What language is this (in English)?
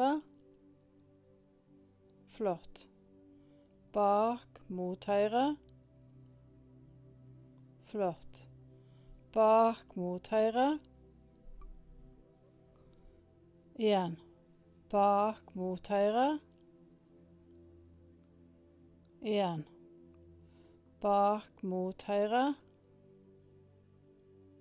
Norwegian